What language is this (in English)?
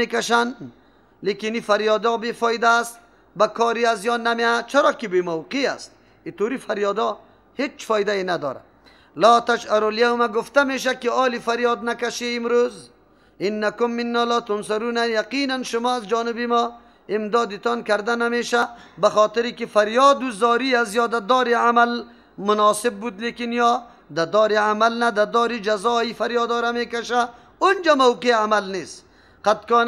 Persian